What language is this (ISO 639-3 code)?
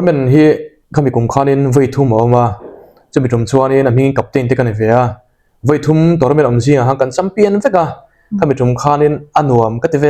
lus